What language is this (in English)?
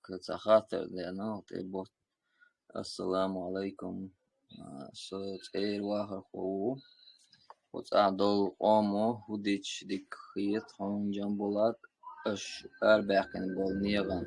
Chechen